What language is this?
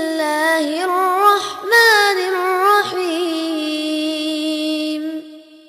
Tamil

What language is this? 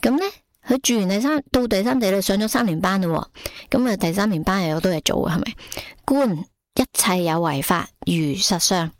Cantonese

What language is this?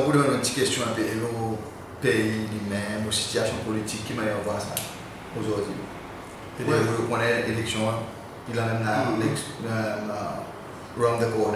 Seselwa Creole French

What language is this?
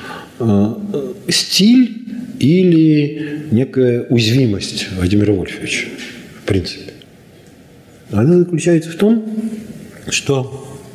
Russian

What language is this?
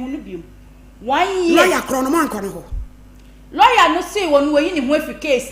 Akan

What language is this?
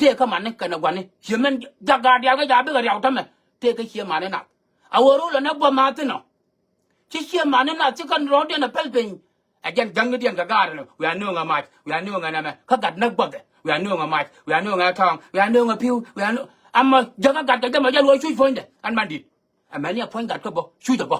Nuer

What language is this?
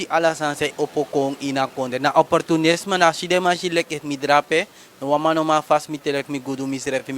Sranan Tongo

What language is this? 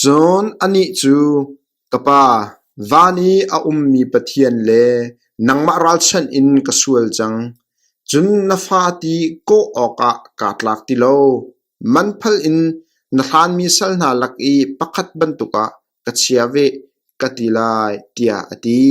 Hakha Chin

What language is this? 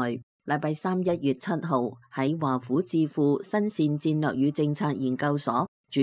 Cantonese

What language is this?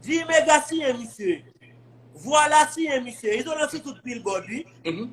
Haitian Creole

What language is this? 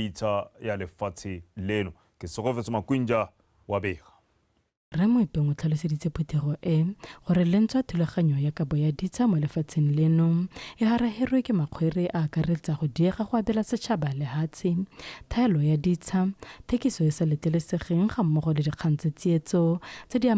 Tswana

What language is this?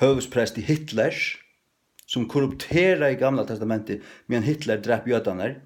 Faroese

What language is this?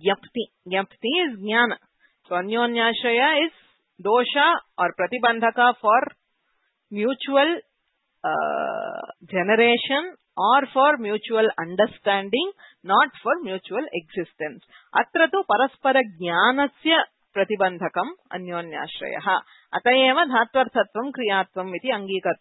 Sanskrit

